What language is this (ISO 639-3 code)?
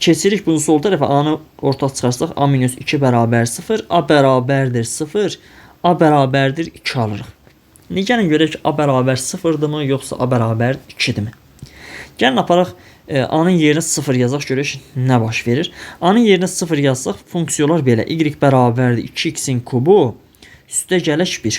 aze